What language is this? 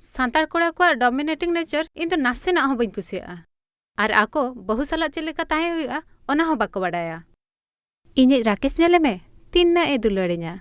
Santali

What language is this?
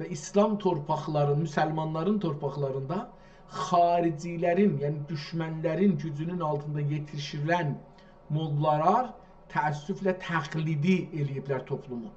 South Azerbaijani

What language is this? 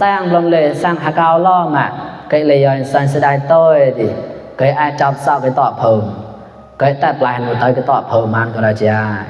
Mon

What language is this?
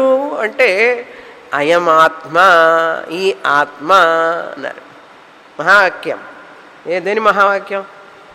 Telugu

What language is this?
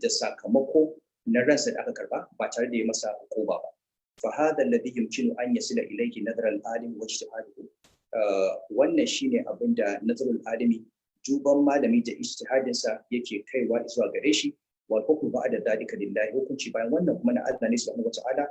Hausa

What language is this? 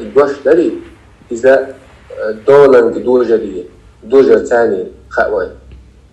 Chechen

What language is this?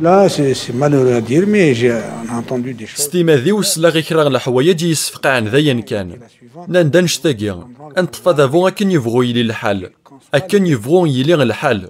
Kabyle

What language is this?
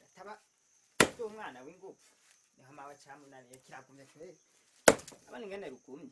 Rundi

